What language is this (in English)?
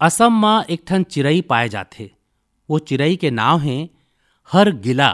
Chhattisgarhi